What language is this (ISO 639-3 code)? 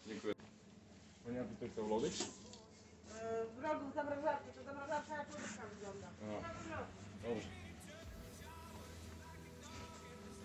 pol